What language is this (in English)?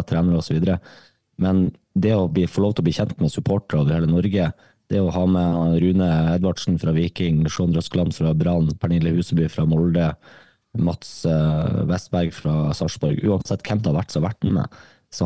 Norwegian